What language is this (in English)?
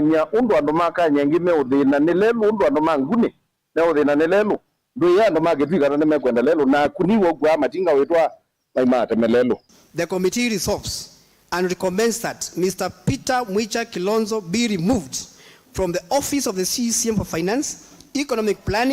Kamba